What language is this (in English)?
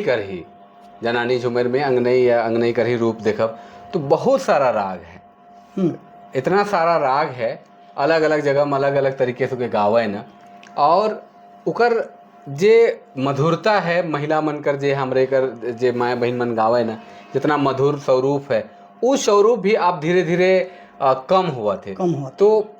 Sadri